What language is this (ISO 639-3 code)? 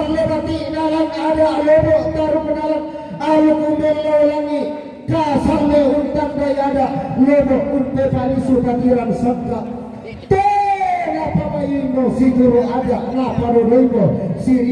sda